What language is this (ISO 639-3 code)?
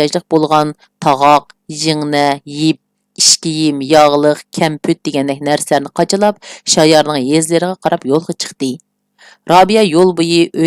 uig